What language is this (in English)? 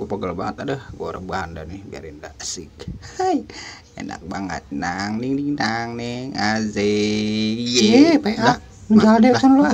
Betawi